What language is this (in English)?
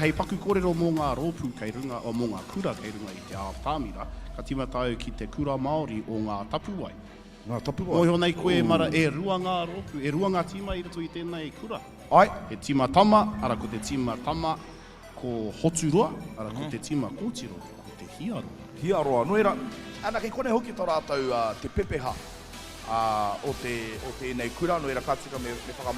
Māori